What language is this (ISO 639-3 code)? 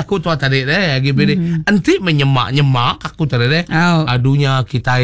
iba